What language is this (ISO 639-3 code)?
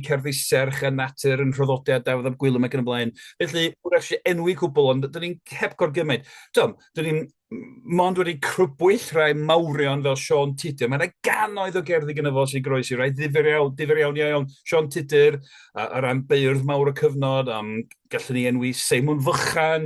cym